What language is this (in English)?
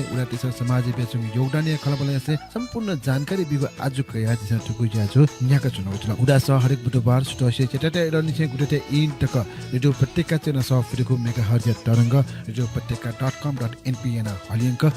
Newari